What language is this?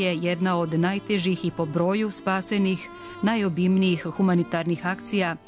Serbian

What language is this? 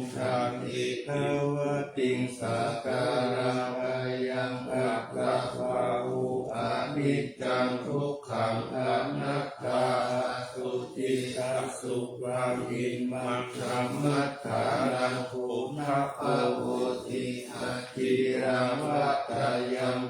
Pali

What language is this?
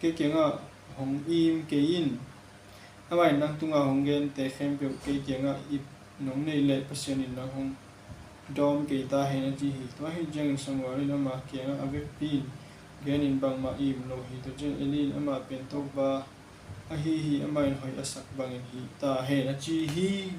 Tedim Chin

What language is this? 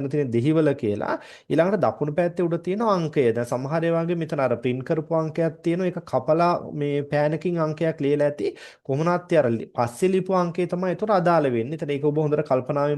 Sinhala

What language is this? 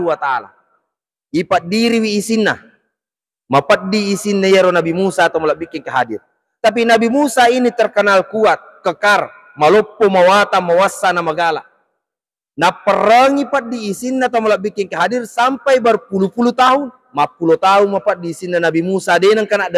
Buginese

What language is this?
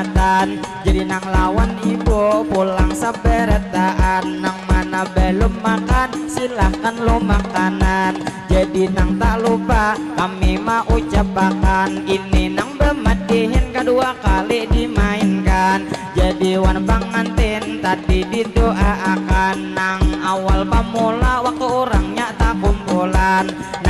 Banjar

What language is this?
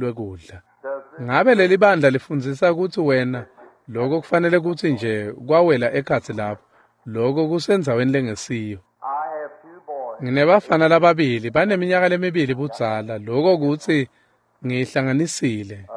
Swati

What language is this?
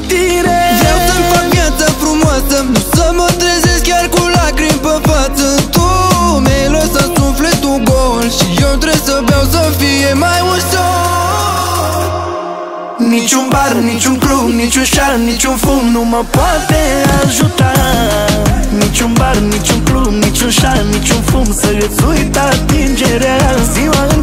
Romanian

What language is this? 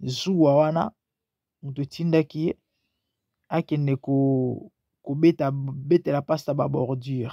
Lingala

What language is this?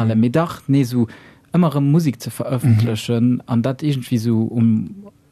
Luxembourgish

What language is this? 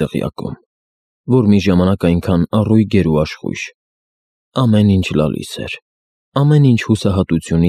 Armenian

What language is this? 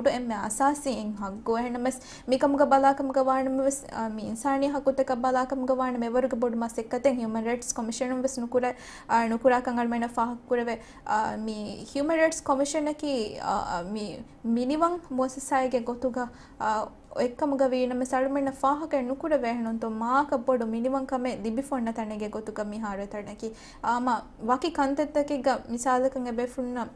Divehi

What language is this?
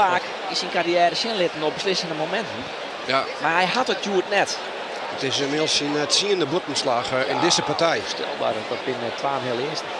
Western Frisian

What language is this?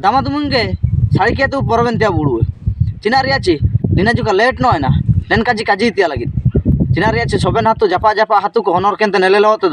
Ho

